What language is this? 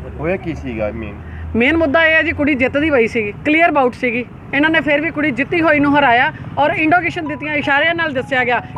Punjabi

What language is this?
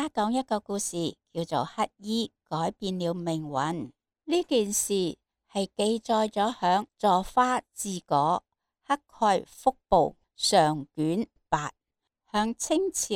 Cantonese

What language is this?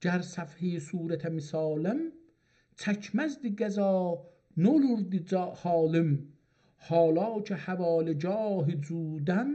South Azerbaijani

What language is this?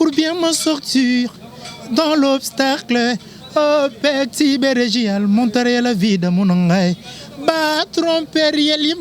Lingala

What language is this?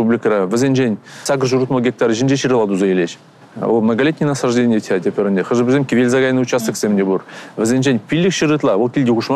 Chuvash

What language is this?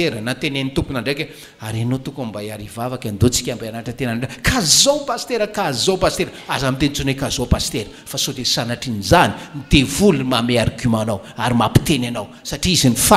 Malagasy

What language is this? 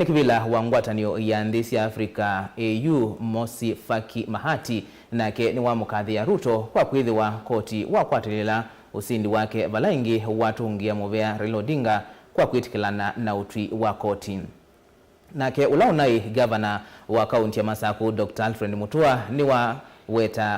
Kamba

